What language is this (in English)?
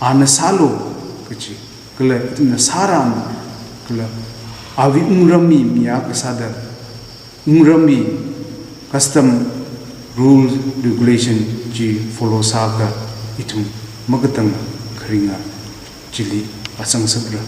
Tangkhul Naga (India)